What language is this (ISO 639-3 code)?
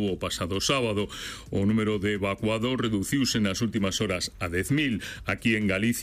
glg